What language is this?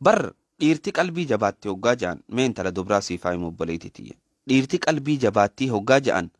Oromo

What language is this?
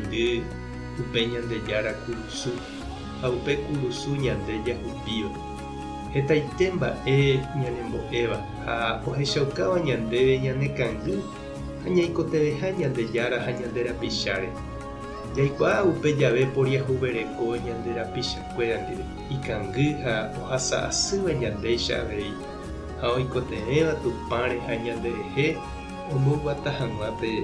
Guarani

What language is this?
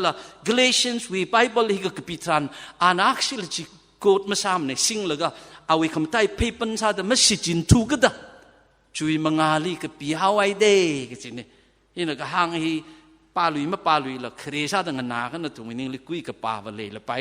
Tangkhul Naga (India)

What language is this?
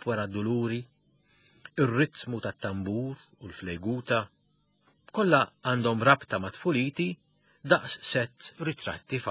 Maltese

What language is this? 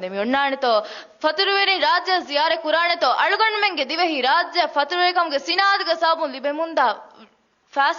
Divehi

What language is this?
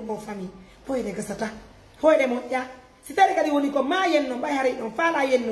Pular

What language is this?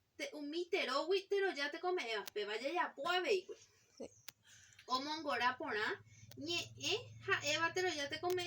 Guarani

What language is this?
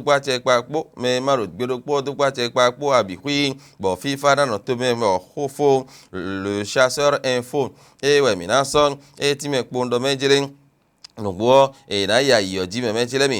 Fon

